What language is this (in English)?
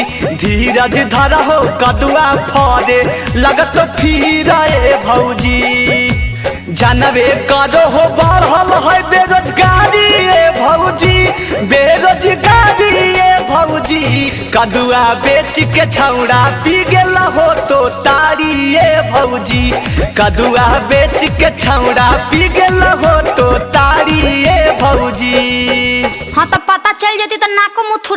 Magahi